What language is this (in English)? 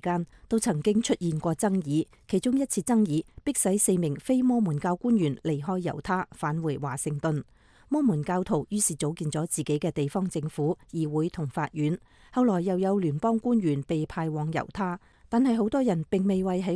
Cantonese